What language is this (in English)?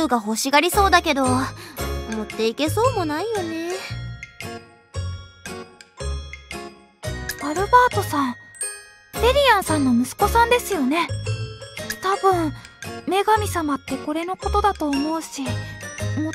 Japanese